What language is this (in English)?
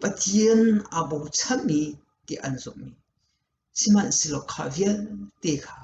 Hakha Chin